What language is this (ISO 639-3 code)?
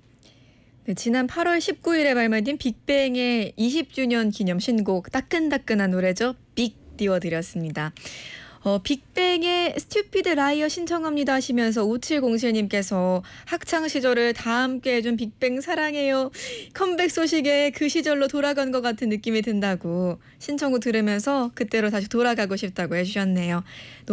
kor